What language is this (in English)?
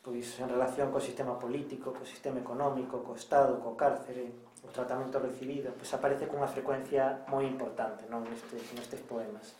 Galician